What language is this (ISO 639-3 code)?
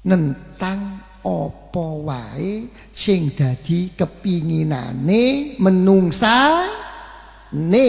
jav